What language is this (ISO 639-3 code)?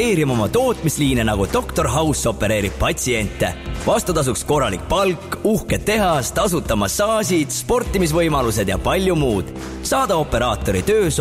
est